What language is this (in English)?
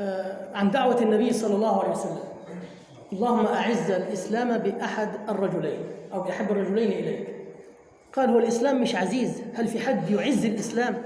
Egyptian Arabic